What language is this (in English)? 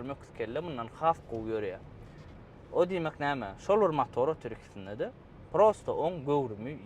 Turkmen